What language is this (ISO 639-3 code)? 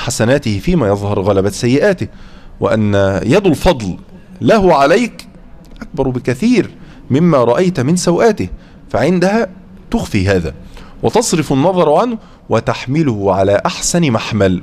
ara